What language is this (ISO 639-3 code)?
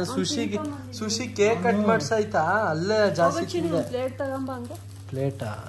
kan